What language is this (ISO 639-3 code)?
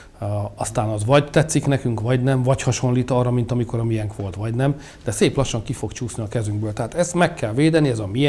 hun